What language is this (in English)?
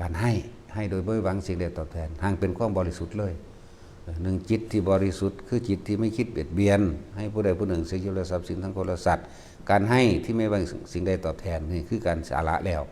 Northeastern Thai